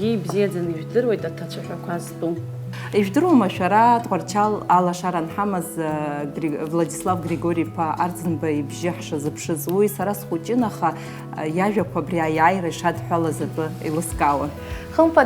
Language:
Abkhazian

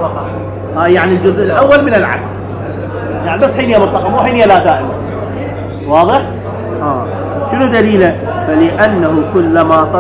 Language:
Mesopotamian Arabic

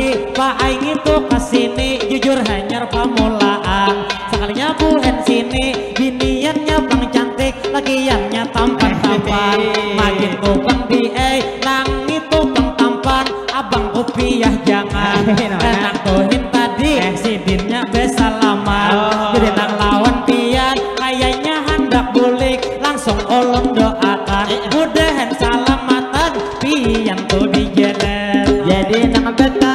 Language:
Banjar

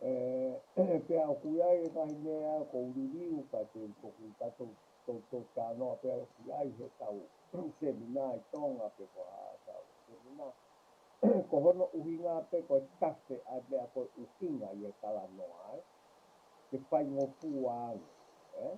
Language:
Tongan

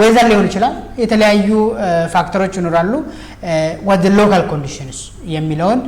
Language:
Amharic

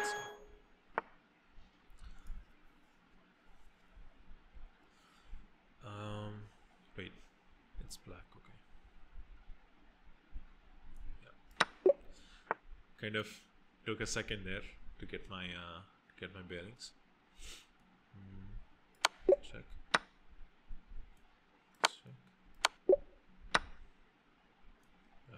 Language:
English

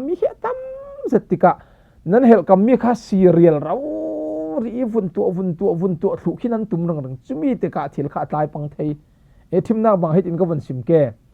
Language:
Falam Chin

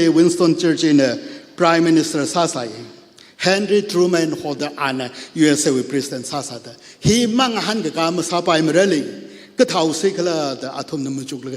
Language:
Tangkhul Naga (India)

